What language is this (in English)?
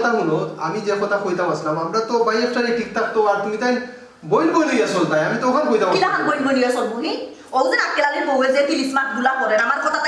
Sylheti